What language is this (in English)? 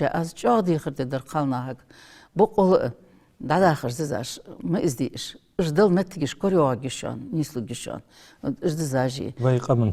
Ingush